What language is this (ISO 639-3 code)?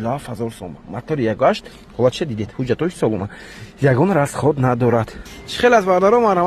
tgk